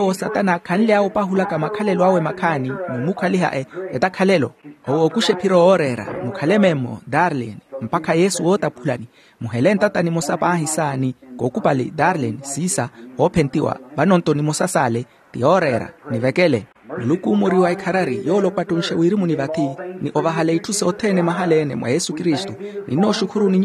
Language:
Makhuwa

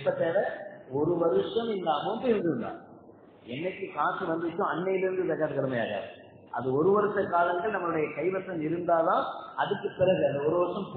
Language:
Tamil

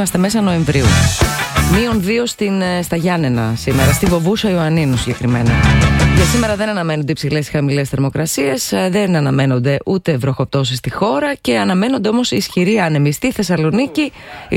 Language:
Greek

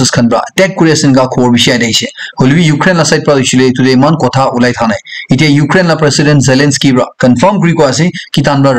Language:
Naga Pidgin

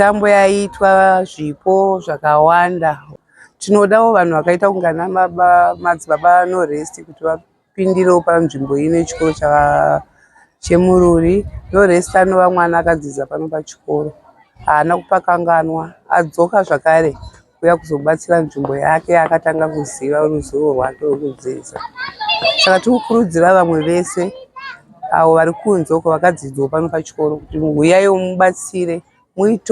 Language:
Shona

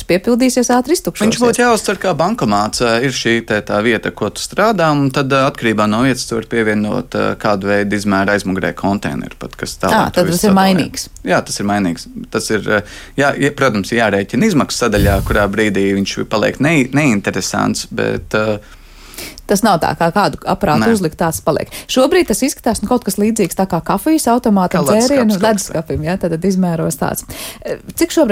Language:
Latvian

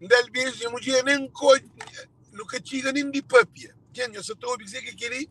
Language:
Kabuverdianu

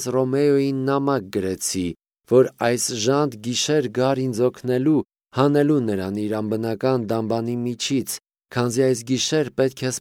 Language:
Armenian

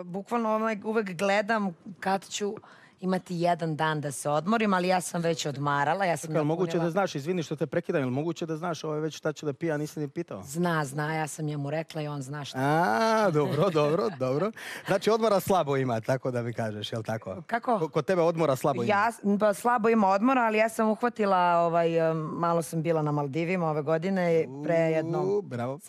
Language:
Serbian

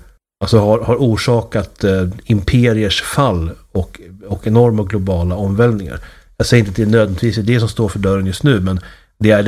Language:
Swedish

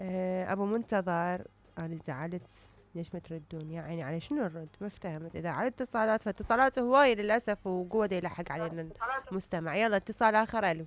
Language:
Mesopotamian Arabic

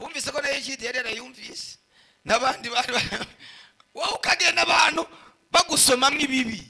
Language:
Rundi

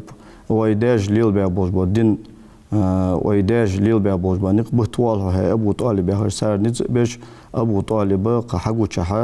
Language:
Ingush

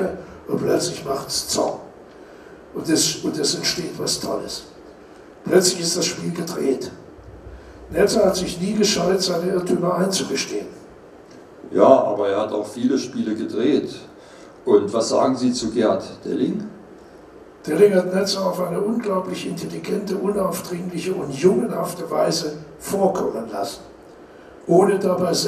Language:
German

